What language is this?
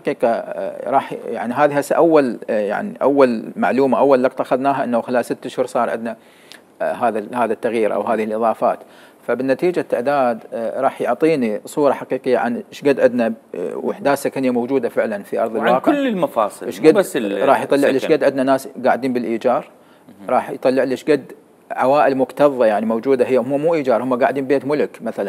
Mesopotamian Arabic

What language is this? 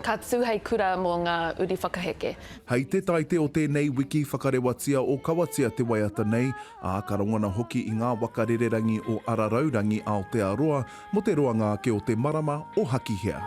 Māori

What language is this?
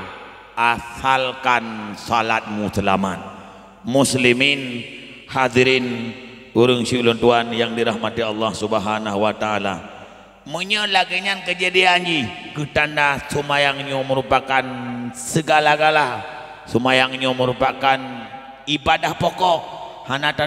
Achinese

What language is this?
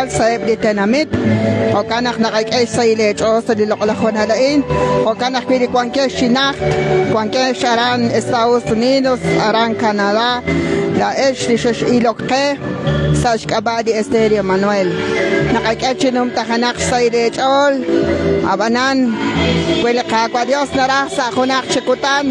Kekchí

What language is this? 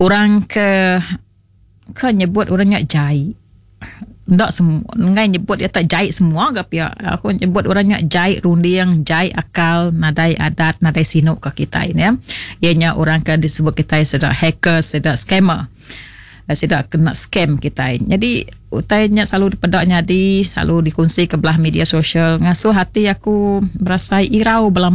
Iban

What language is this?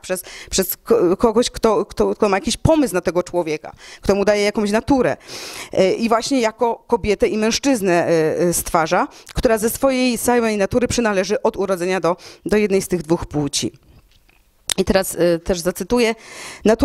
Polish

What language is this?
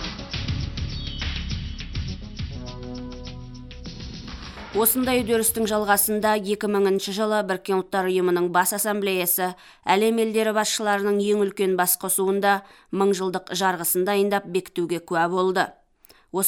Kazakh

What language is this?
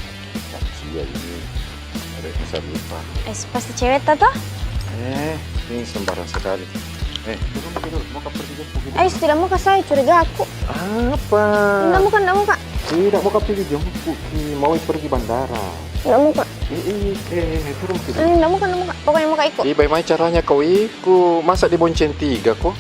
Makassar Malay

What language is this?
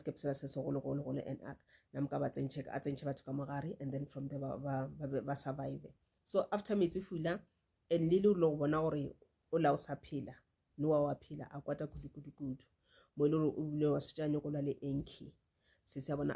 Northern Sotho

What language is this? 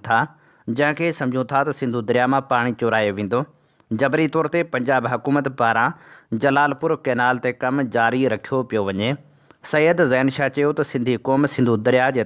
Sindhi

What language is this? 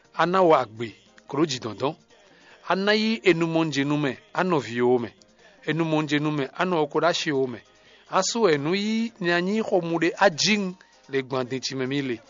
Fon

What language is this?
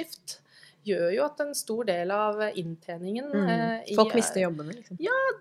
Norwegian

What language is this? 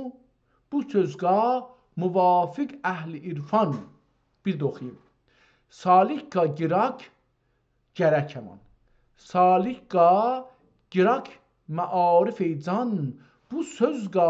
South Azerbaijani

